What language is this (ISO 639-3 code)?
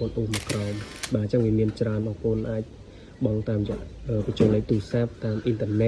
khm